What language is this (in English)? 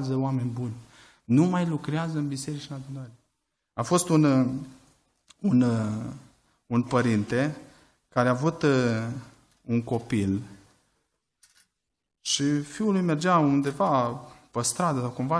Romanian